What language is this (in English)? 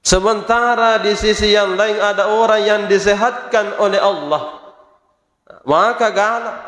Buginese